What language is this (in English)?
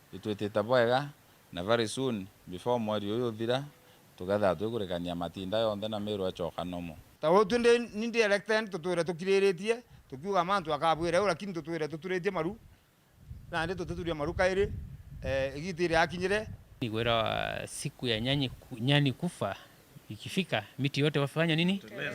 Meru